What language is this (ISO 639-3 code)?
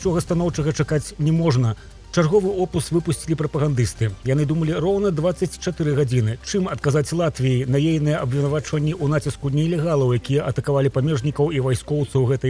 bel